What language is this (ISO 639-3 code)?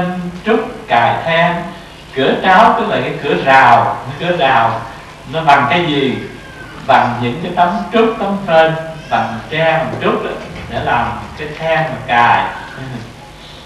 vie